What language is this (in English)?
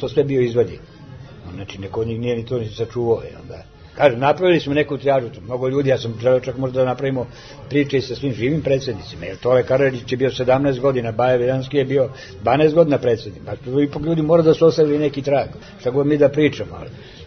Serbian